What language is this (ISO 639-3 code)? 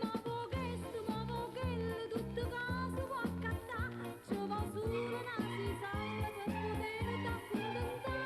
nap